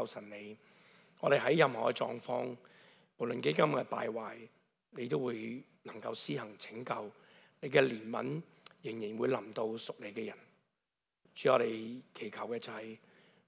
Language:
Cantonese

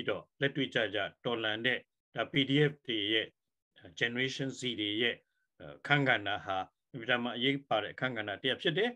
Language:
Burmese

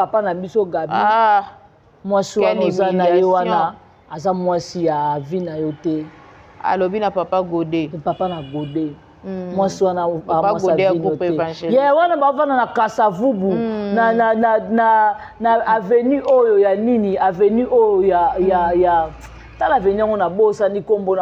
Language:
Lingala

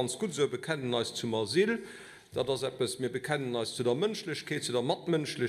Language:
Luxembourgish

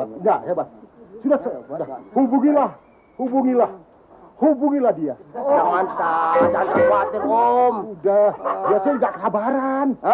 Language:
Betawi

